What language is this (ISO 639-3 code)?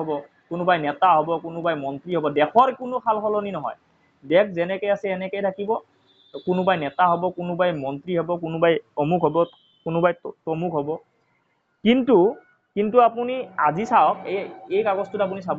asm